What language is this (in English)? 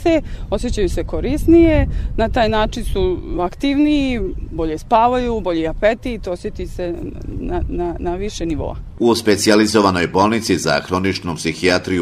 Croatian